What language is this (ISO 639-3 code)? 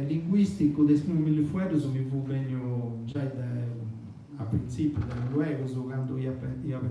srd